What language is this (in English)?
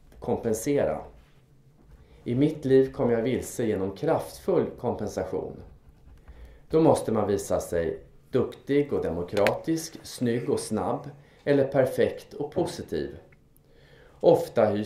Swedish